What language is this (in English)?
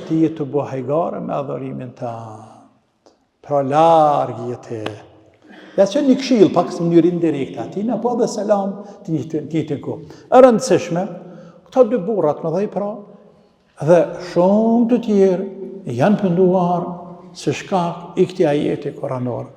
Albanian